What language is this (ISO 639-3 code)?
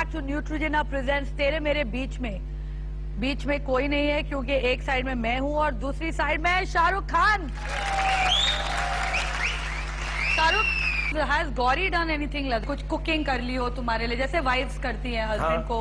hin